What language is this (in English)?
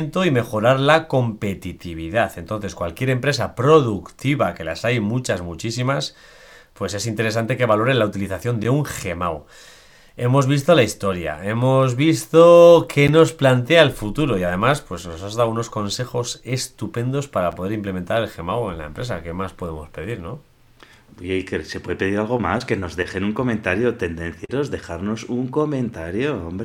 Spanish